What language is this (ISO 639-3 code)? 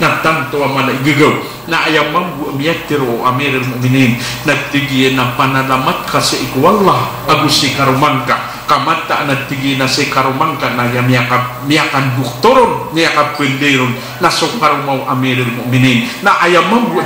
mrw